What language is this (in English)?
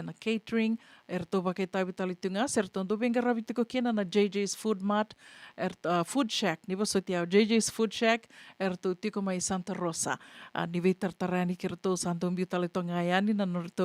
Fijian